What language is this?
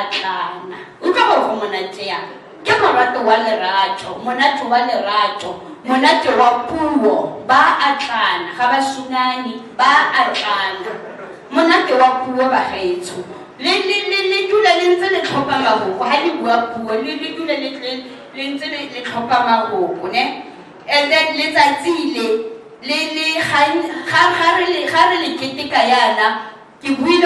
Tswana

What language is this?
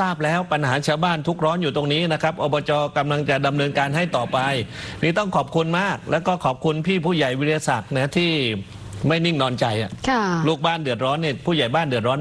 Thai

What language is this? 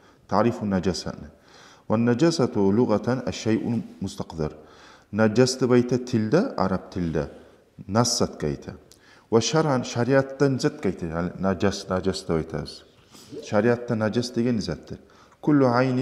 Kumyk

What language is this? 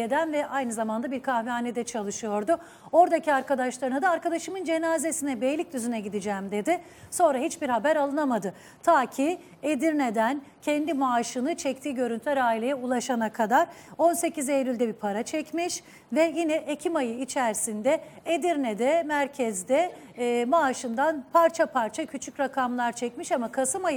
Turkish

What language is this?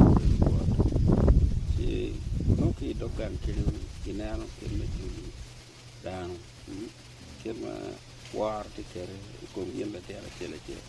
Acoli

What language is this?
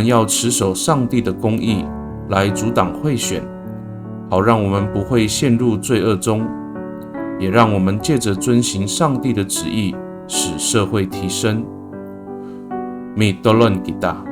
Amis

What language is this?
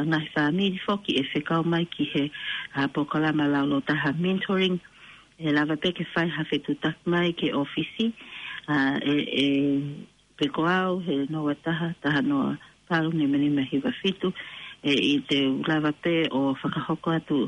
Tongan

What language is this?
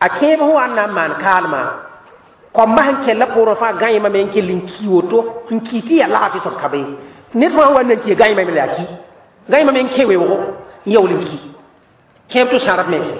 Mossi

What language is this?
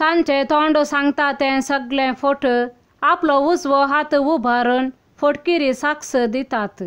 Konkani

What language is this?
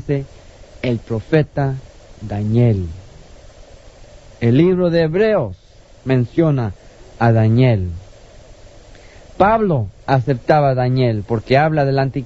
Spanish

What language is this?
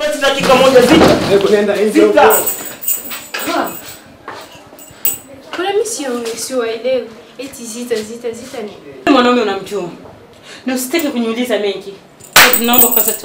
Swahili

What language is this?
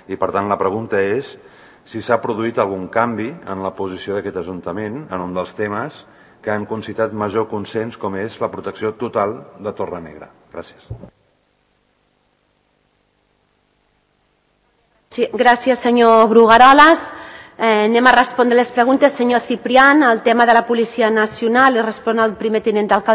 Catalan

